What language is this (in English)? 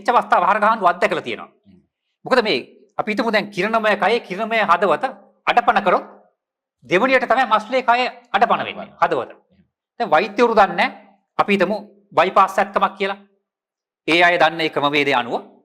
Sinhala